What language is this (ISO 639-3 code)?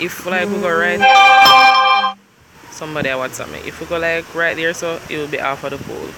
jam